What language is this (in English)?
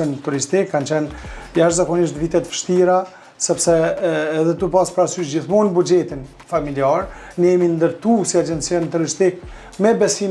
Albanian